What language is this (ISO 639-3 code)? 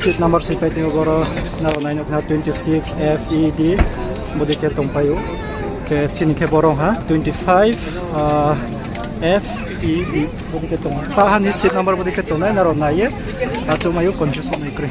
ria